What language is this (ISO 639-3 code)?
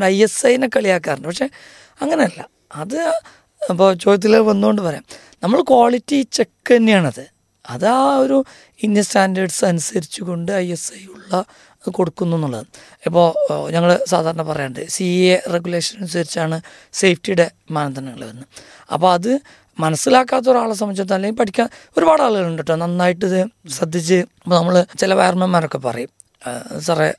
mal